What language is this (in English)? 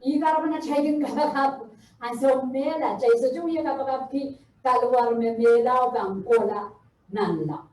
Pohnpeian